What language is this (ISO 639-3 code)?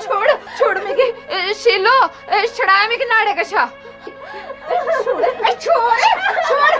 doi